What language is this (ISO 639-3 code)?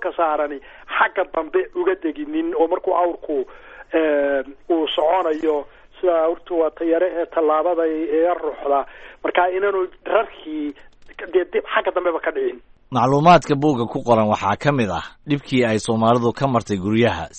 som